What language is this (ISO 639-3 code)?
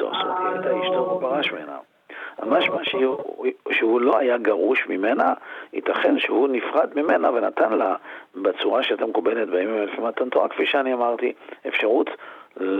heb